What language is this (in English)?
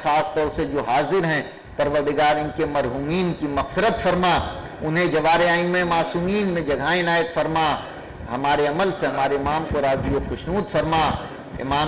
Urdu